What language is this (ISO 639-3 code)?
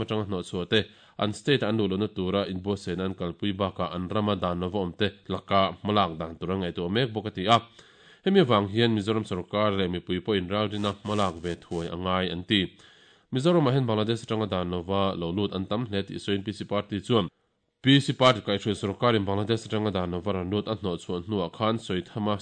lus